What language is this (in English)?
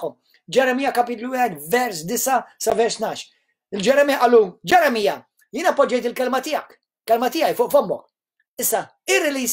Maltese